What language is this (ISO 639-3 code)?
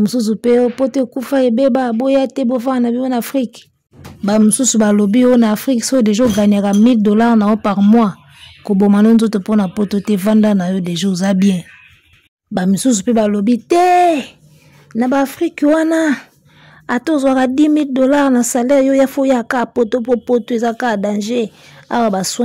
lin